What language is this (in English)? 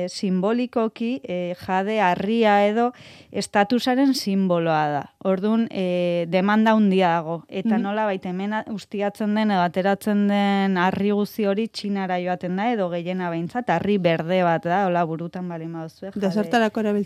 Basque